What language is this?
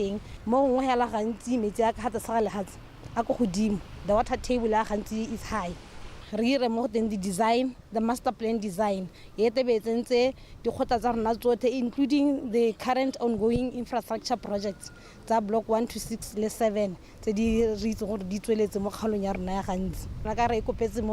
Tswana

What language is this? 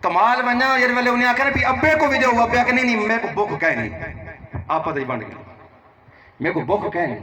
Saraiki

